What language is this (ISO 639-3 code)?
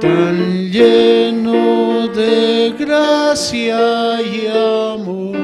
quh